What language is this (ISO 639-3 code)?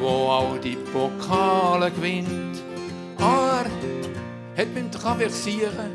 gsw